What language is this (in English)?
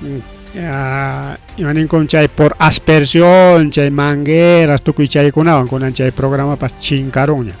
Ayacucho Quechua